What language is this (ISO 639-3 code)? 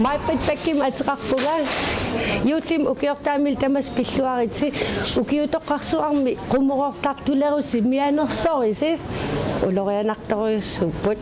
kal